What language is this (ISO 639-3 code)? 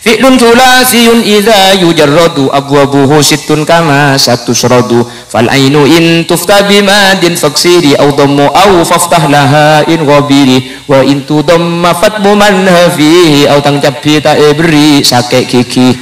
mad